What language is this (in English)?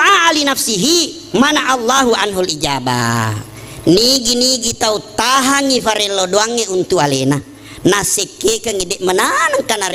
Buginese